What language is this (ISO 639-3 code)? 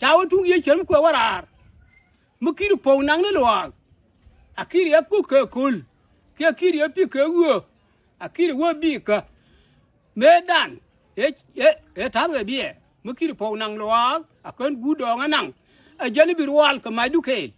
nus